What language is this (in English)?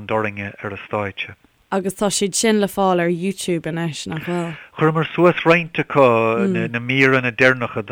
Irish